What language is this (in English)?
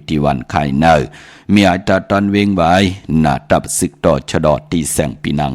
Shan